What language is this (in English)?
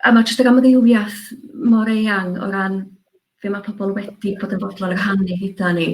Welsh